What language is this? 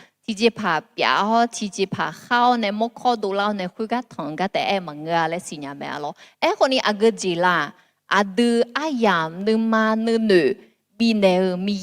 Akha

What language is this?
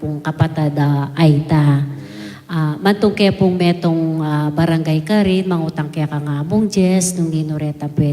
Pampanga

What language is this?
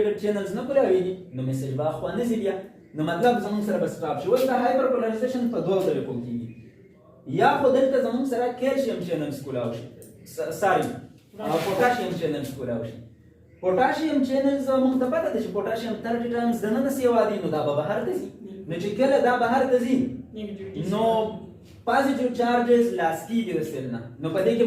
Pashto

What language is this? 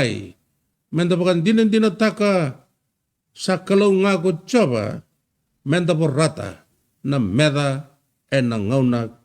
Fijian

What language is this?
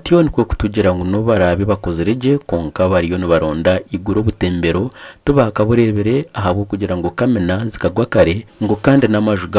Nyankole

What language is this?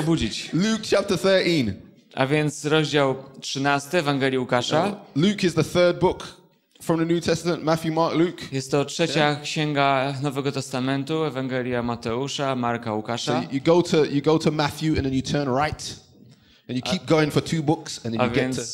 Polish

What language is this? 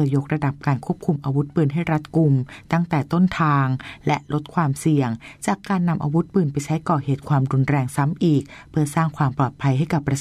Thai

